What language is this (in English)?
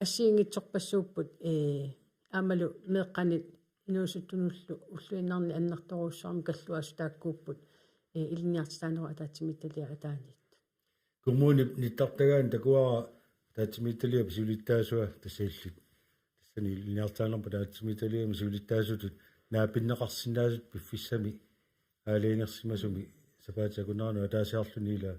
Kalaallisut